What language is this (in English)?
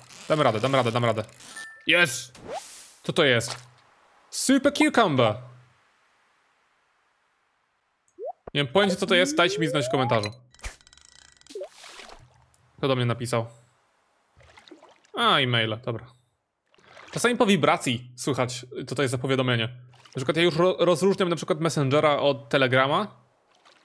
Polish